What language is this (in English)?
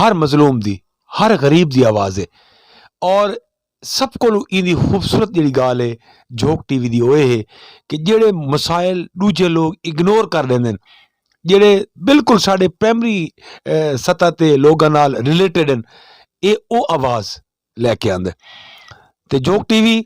Saraiki